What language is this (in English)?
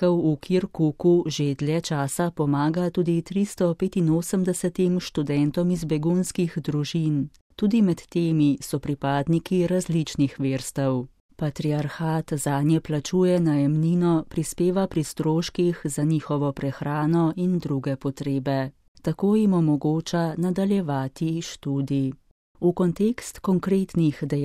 Slovenian